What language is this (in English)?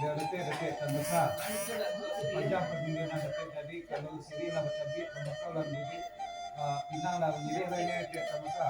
Minangkabau